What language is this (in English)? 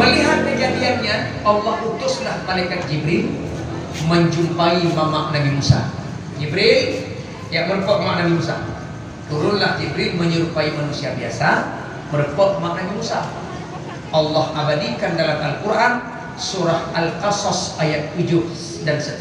Achinese